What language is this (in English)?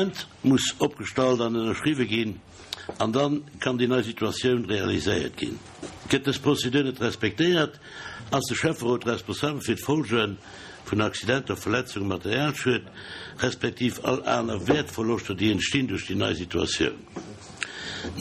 Luxembourgish